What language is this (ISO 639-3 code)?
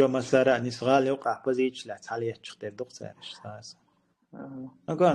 che